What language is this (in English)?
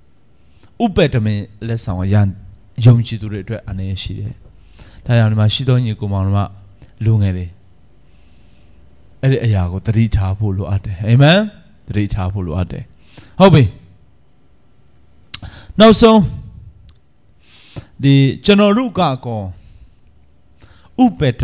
Burmese